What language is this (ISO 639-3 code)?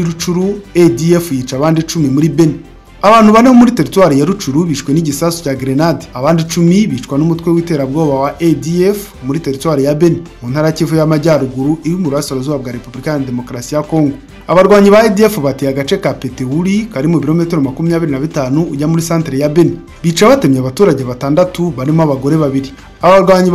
kin